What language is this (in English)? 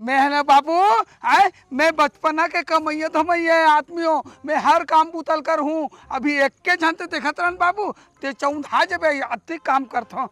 Chhattisgarhi